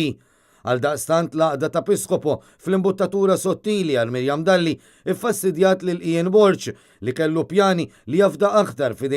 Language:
Maltese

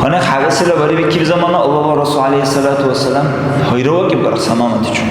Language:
Dargwa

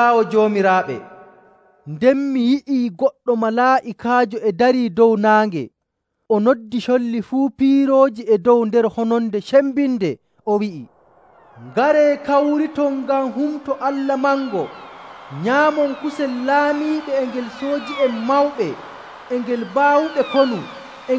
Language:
Nigerian Fulfulde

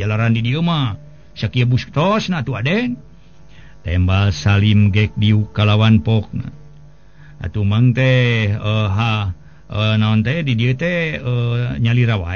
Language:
Sundanese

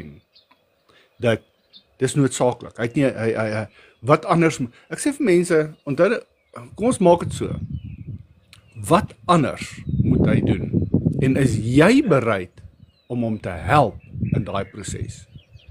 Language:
Afrikaans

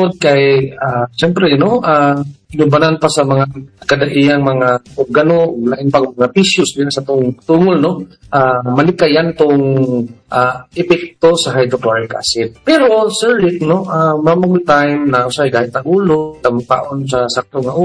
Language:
Cebuano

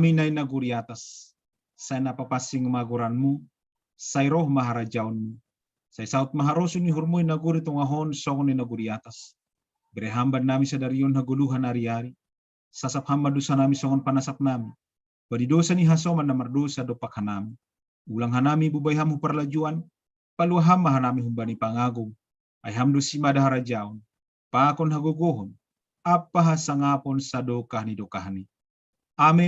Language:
Batak Simalungun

